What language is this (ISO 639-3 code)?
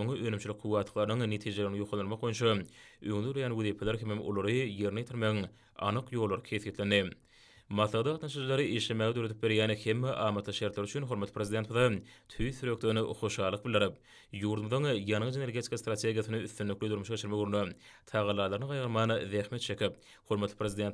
tuk